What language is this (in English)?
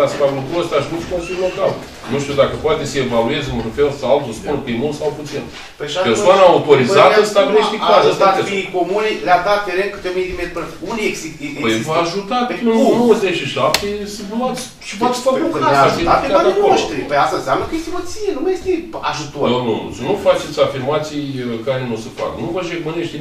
Romanian